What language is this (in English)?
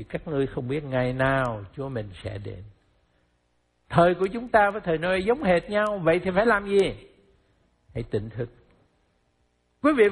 Vietnamese